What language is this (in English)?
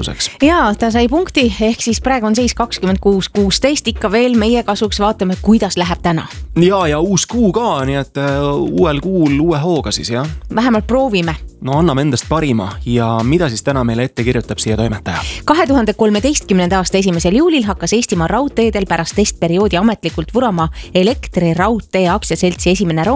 Estonian